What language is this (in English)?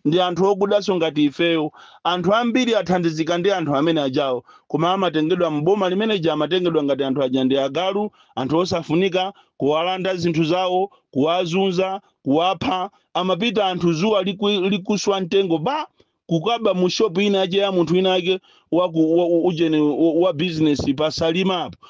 Nyanja